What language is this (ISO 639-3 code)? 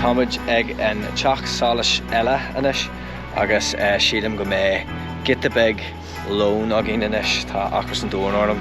gle